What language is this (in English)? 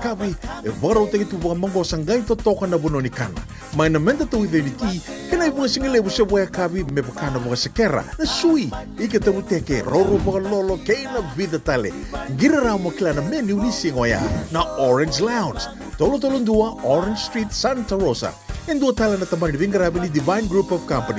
Fijian